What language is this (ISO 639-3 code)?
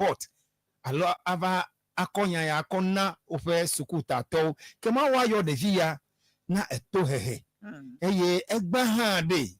ewe